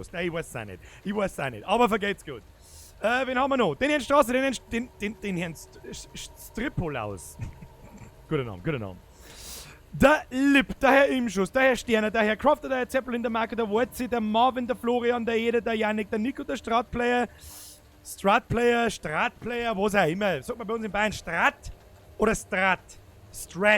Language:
Bavarian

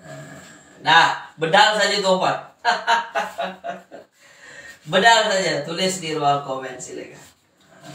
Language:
Malay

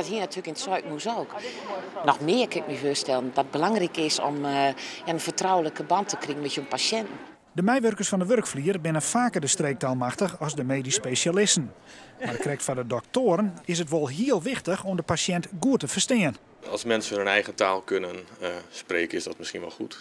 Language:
Western Frisian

